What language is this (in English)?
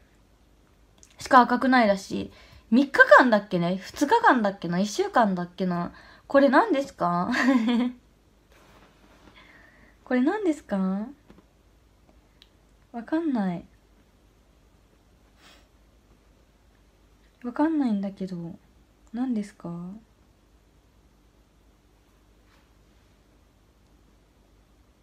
Japanese